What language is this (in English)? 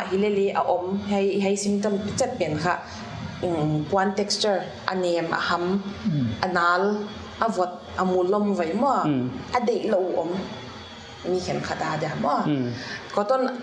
Paite Chin